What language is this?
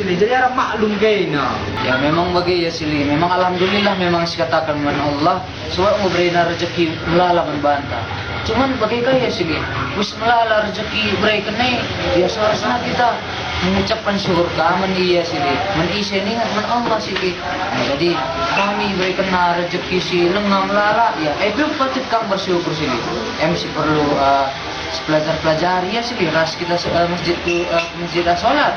Batak Karo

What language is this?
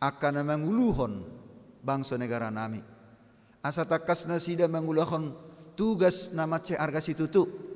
Batak Toba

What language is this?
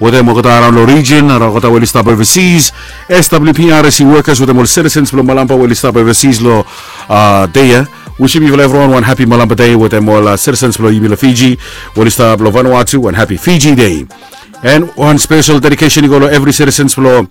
Bislama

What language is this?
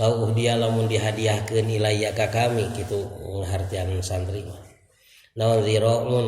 Sundanese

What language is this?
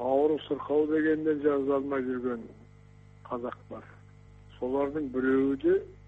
Kazakh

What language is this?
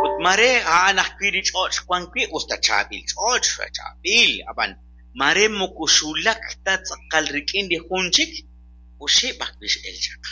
Kekchí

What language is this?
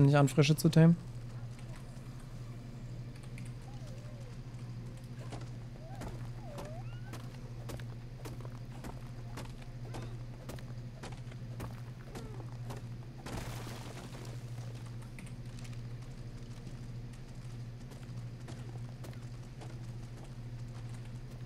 German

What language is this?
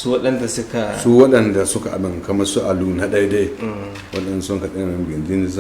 Hausa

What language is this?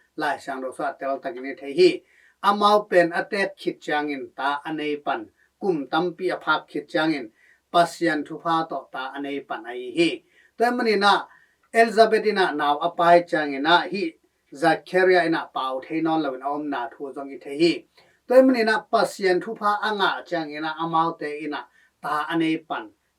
Tedim Chin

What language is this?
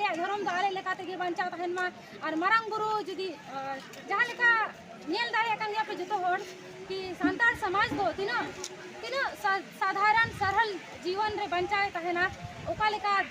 Santali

